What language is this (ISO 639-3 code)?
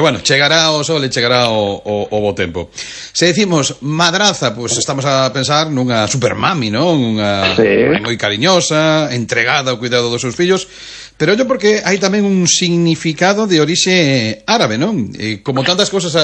glg